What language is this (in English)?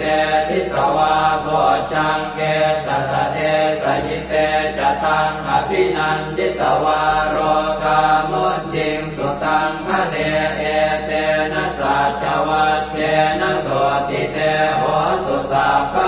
Pali